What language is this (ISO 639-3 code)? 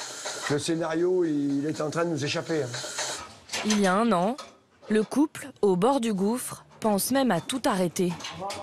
fra